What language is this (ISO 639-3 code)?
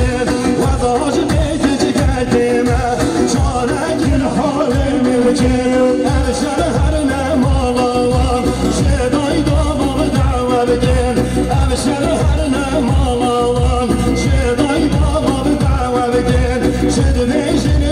kur